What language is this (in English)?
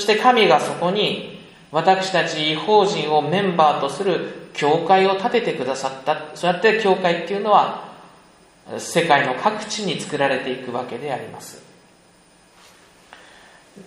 Japanese